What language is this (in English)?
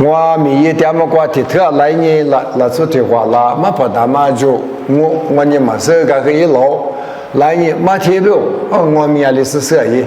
Lisu